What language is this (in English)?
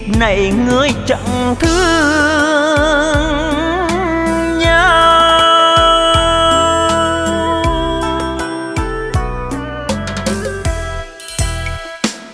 Vietnamese